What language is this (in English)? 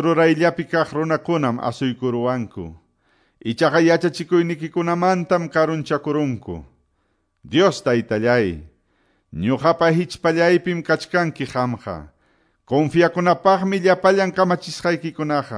Quechua